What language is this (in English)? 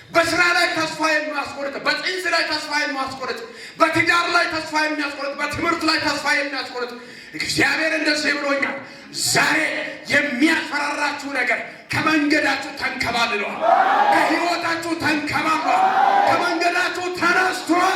Amharic